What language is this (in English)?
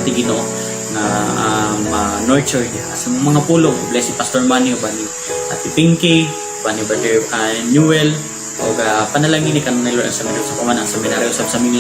Cebuano